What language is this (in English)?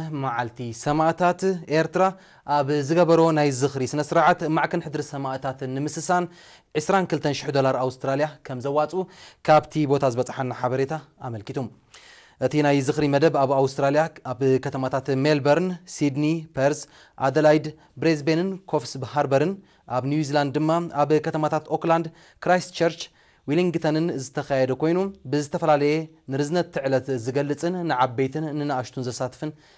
Tigrinya